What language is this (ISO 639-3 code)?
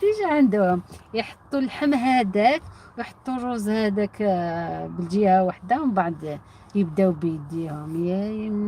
arq